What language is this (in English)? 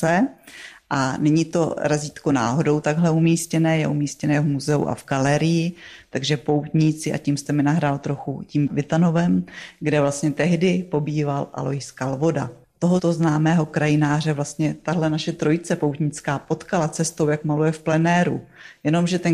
Czech